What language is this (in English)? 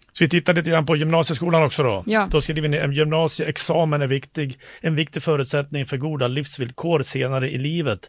Swedish